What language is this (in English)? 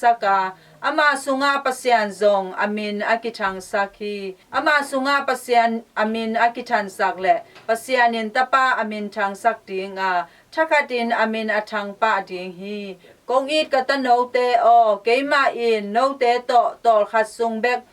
Tedim Chin